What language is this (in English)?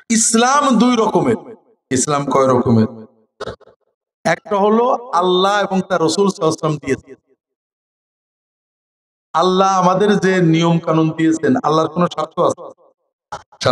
Bangla